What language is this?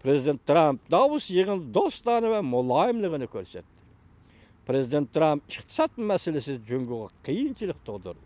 Uyghur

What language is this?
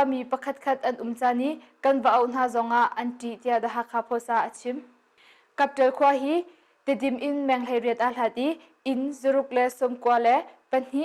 Hakha Chin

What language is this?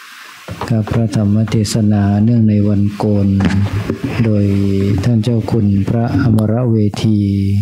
Thai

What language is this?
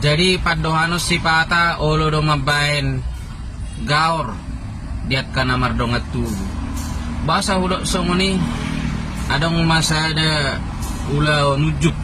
Batak Toba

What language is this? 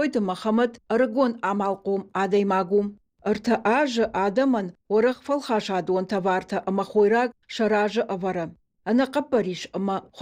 Ossetic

